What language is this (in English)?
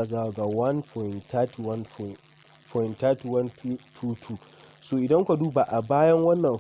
Hausa